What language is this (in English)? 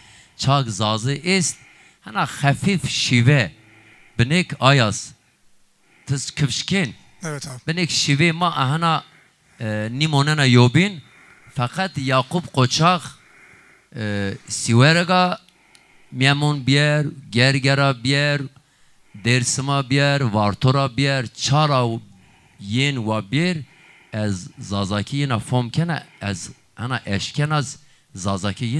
Zaza